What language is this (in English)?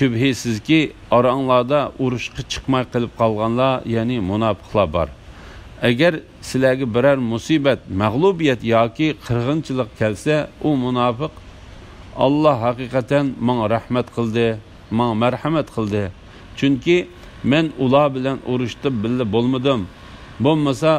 Uyghur